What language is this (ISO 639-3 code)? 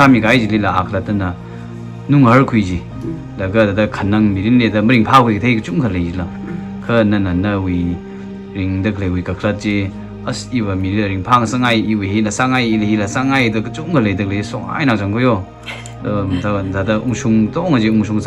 nmf